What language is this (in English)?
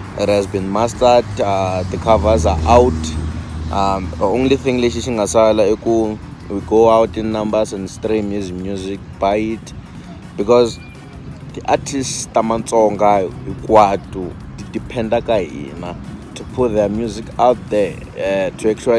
Tsonga